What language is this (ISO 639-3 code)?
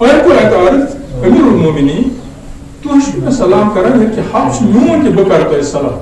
kas